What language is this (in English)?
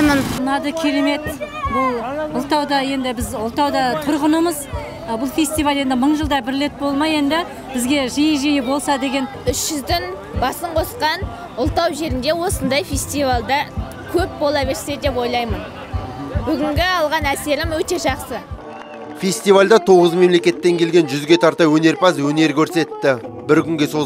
Kazakh